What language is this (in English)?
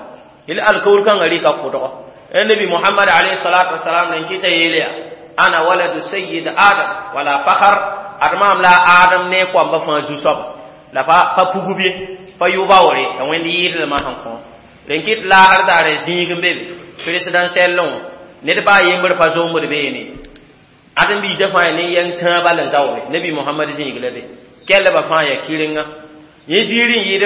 Mossi